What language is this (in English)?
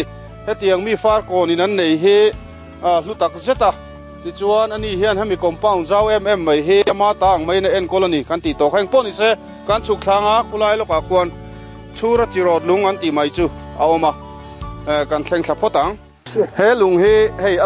Mizo